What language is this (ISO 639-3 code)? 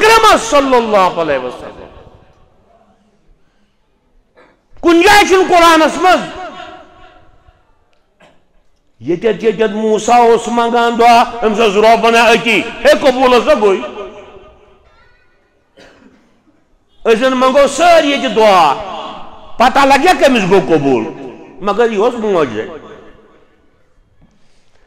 kas